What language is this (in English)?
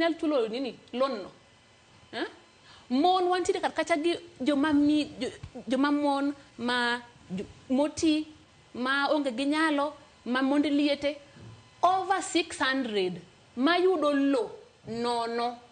Luo (Kenya and Tanzania)